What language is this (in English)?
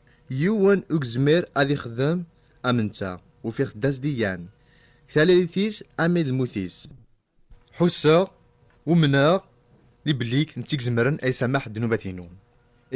Kabyle